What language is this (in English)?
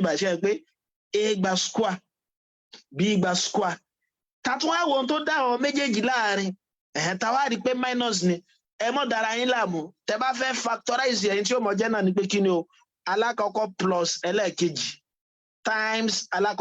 Yoruba